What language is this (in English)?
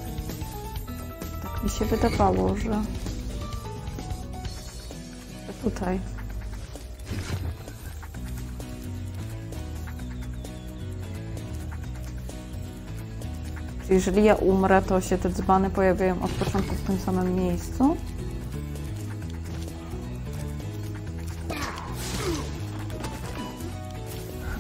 Polish